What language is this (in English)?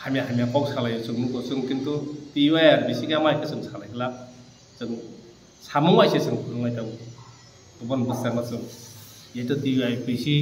Kok Borok